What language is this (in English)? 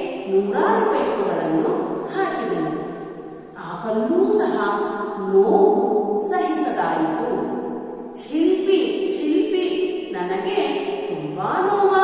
Kannada